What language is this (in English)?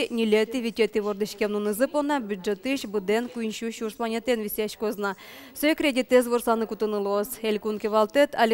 Udmurt